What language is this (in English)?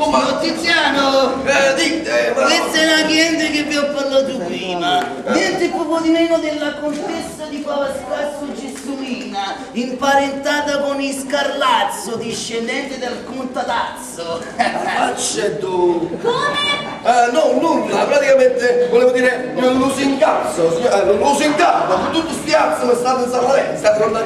Neapolitan